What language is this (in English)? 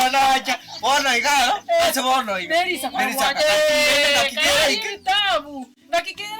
Gusii